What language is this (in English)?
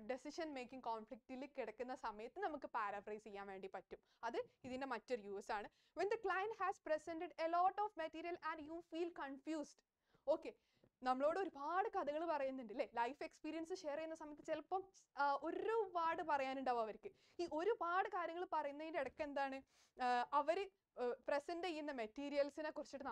Malayalam